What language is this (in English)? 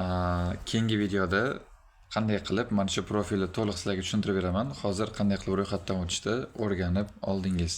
Uzbek